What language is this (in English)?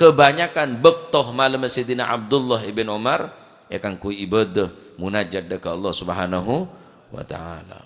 Madurese